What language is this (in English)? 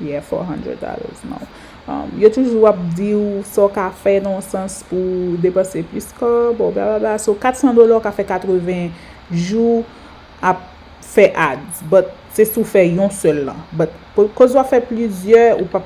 Haitian Creole